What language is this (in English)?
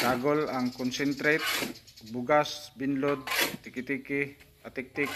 Cebuano